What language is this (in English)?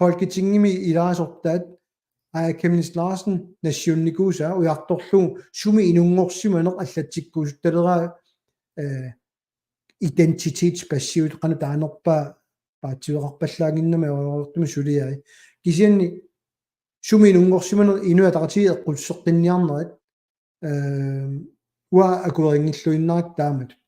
Kalaallisut